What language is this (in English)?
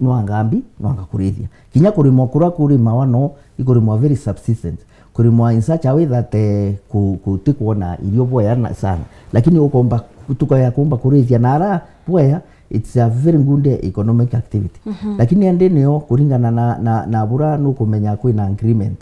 Meru